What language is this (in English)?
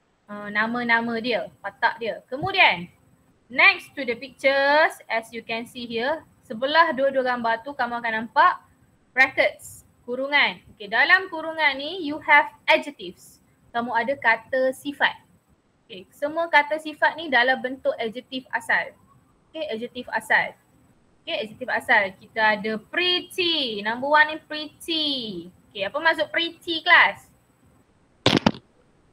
Malay